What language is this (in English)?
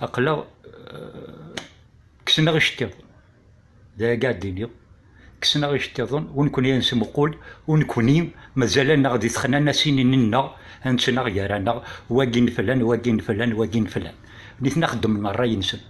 Kabyle